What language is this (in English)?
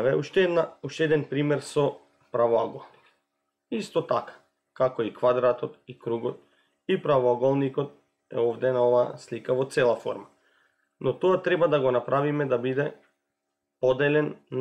Macedonian